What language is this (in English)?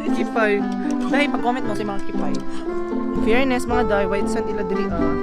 Cebuano